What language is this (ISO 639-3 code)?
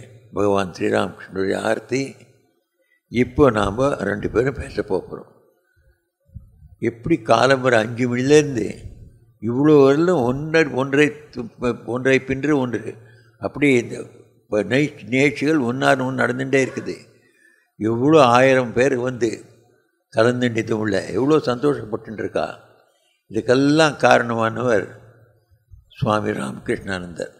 tam